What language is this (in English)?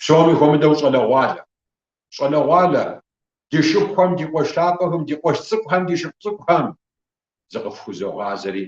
Kabardian